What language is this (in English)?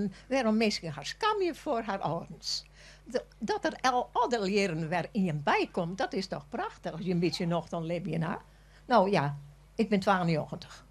Western Frisian